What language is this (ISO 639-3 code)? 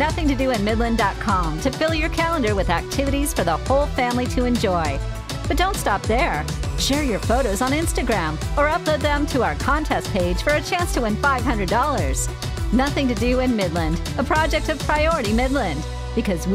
eng